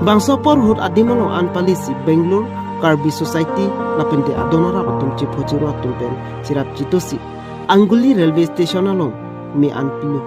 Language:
Karbi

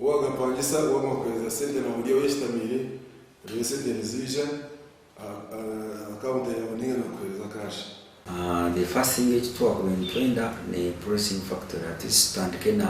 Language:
Nyankole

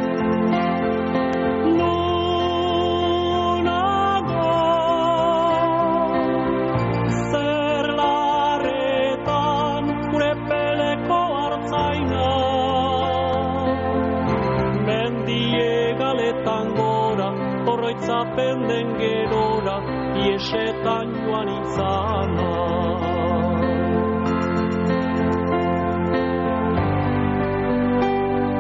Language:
Basque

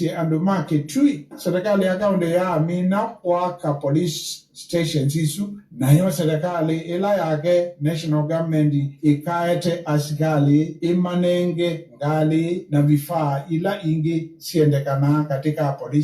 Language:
Kamba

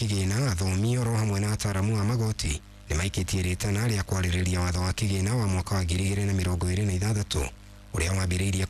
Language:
Kikuyu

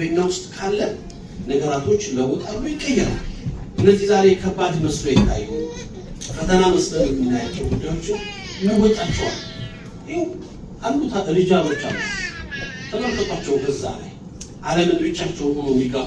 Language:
Amharic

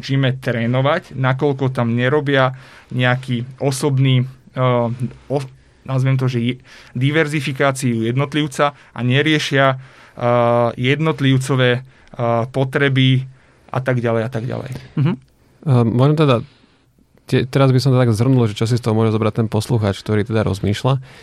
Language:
Slovak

